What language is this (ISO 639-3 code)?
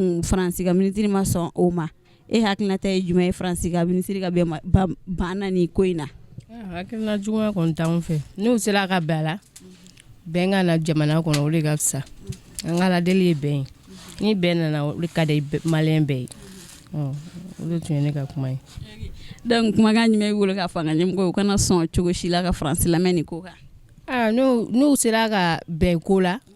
bam